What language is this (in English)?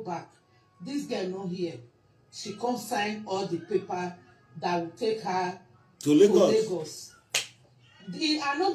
Nigerian Pidgin